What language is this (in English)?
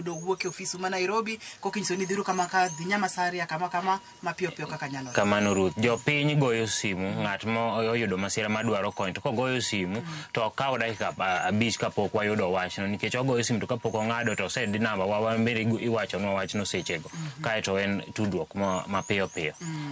Luo (Kenya and Tanzania)